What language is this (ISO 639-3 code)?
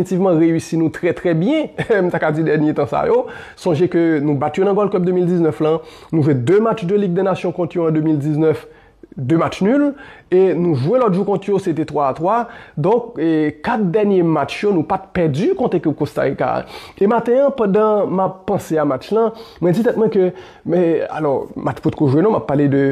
hat